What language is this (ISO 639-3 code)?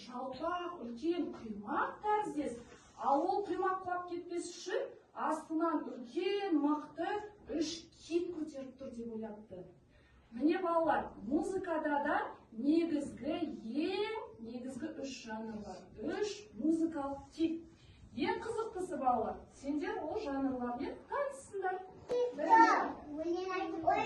kaz